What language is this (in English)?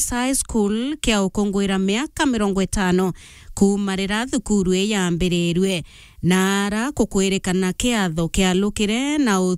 Meru